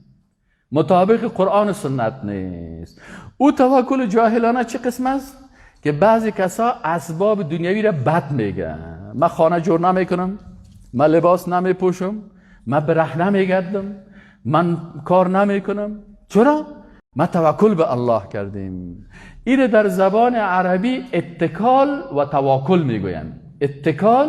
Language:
Persian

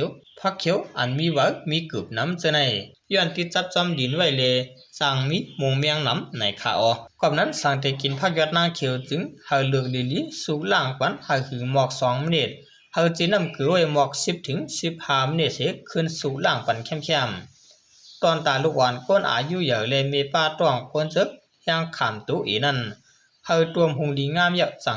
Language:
Shan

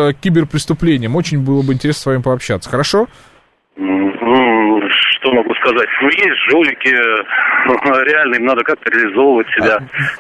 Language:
Russian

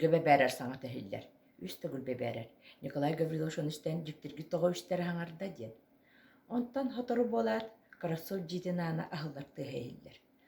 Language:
Yakut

